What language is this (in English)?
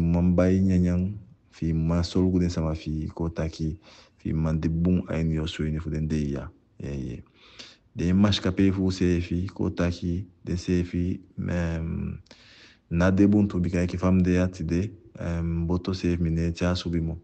Eastern Maroon Creole